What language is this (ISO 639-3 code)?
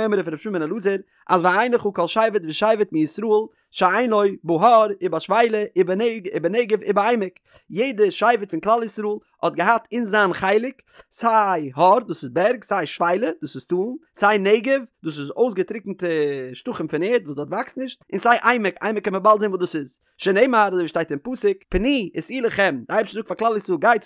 yid